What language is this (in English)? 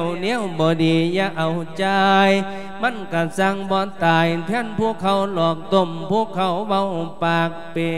Lao